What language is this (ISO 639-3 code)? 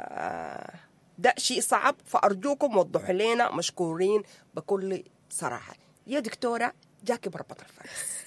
apd